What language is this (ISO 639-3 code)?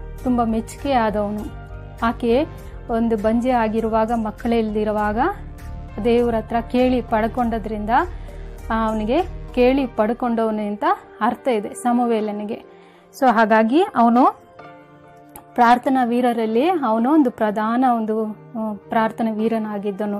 kan